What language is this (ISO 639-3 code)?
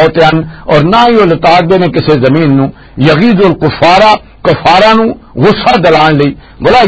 lah